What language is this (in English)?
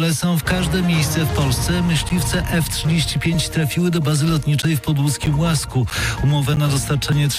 Polish